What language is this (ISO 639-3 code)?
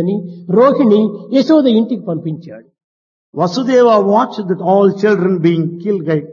tel